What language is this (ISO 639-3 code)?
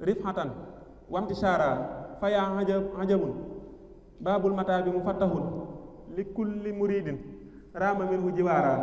wol